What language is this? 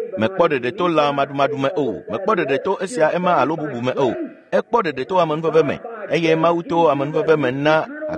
Ewe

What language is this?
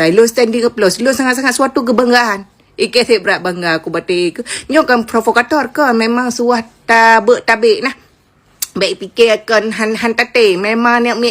Achinese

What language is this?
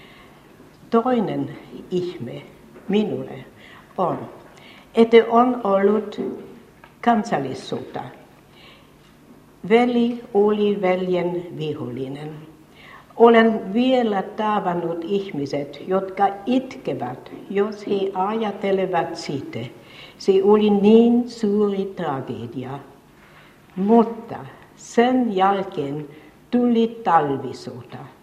Finnish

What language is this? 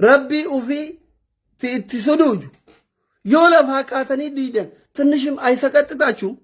Oromo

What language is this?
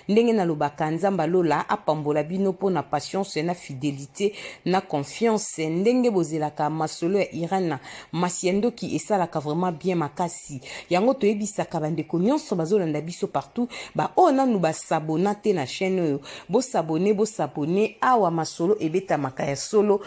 Lingala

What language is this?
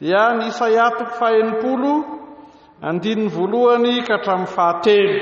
Malagasy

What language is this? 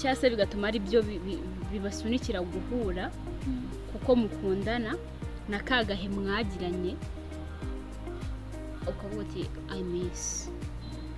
Kinyarwanda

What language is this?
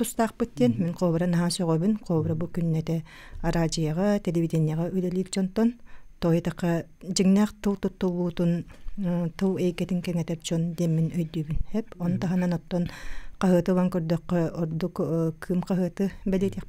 Yakut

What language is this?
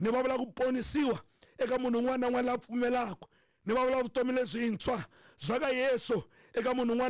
Tsonga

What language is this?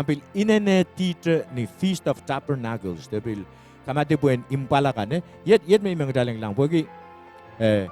Pohnpeian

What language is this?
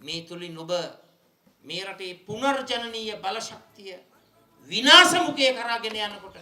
Sinhala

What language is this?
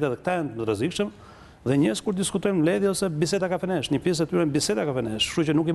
Albanian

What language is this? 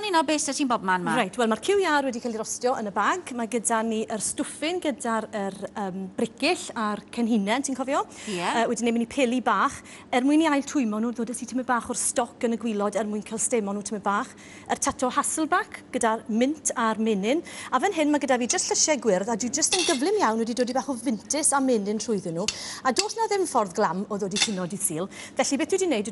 Welsh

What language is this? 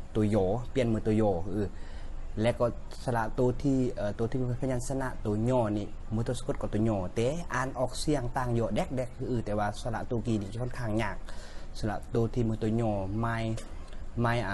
Lao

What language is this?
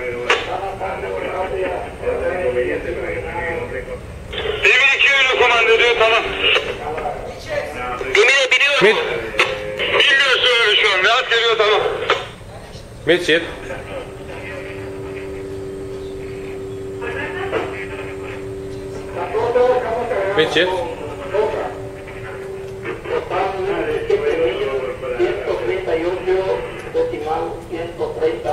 Turkish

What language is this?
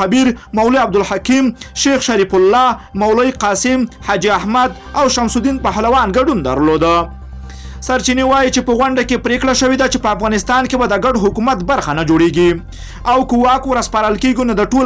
Pashto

